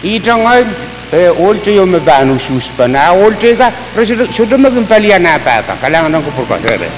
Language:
Pohnpeian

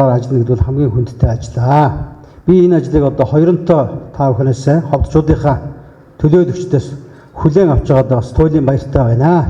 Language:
Mongolian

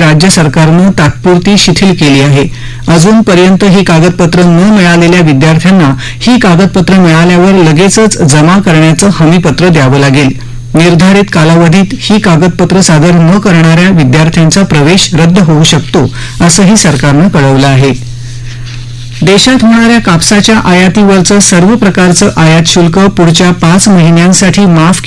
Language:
Marathi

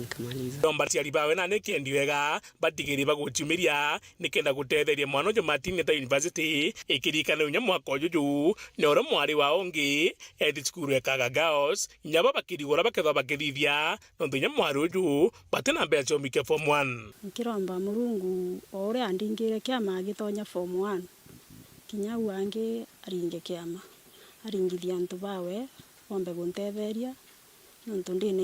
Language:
Meru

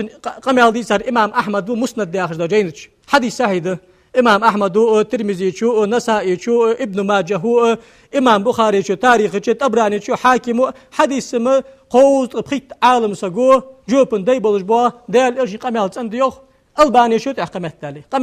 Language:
Ingush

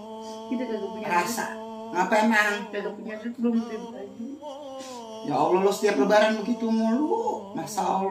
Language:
Betawi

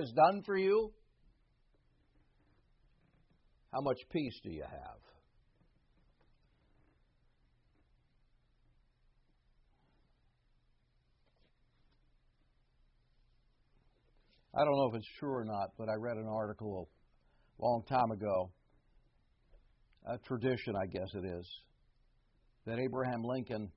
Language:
English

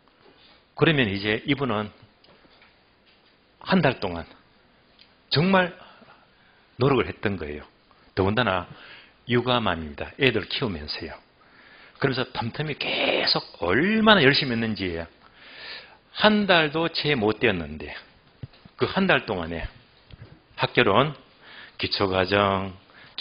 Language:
Korean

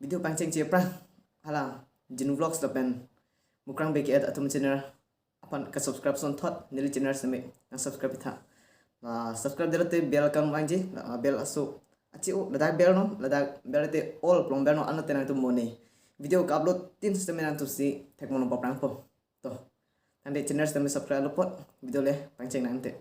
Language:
Karbi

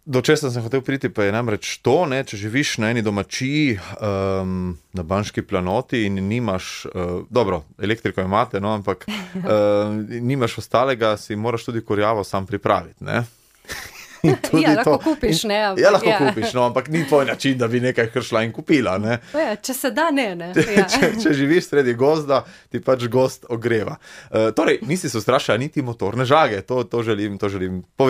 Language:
Slovenian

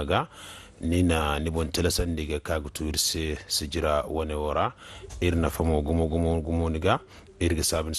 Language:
Zarma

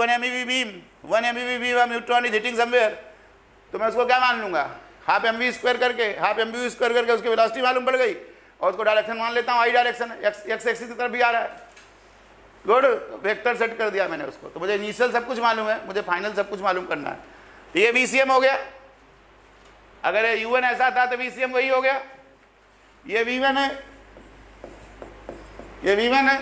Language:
Hindi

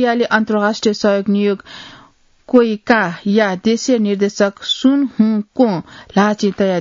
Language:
Newari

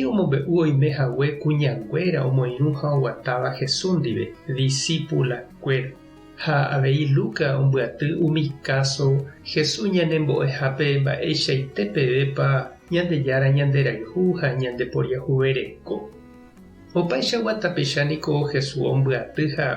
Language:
Guarani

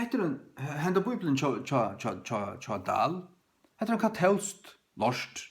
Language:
Faroese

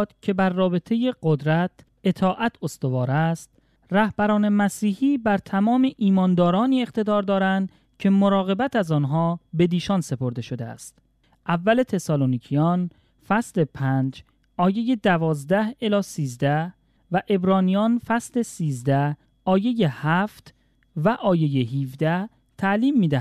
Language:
Persian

